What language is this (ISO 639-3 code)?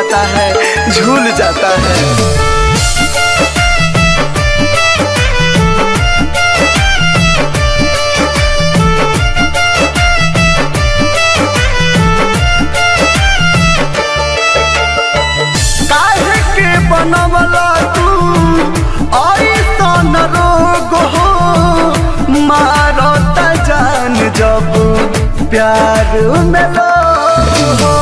bho